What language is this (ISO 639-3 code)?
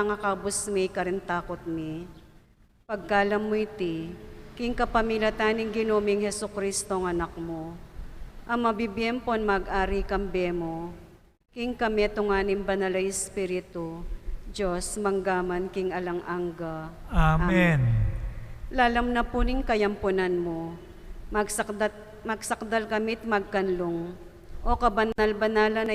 pam